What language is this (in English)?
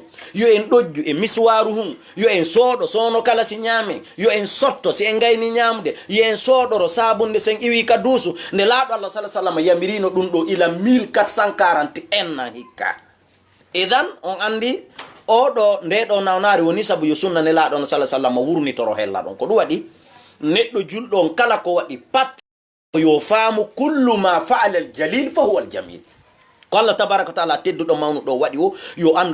Fula